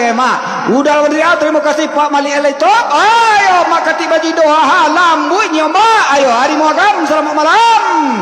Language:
Minangkabau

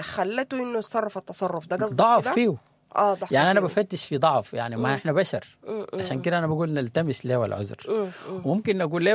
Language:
Sudanese Arabic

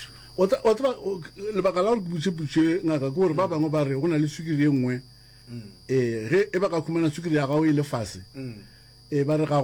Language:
Northern Sotho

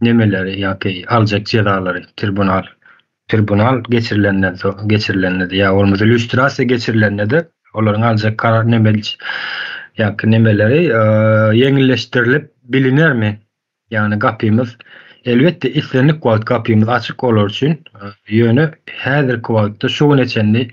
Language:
Turkmen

